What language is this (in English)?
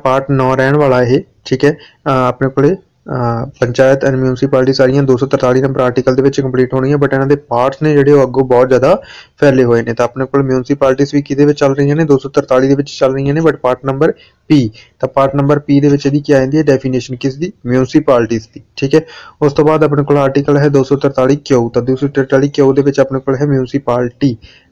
Punjabi